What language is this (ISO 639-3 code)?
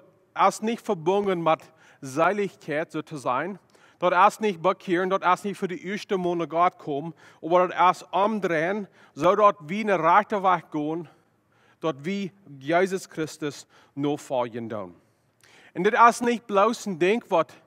pdt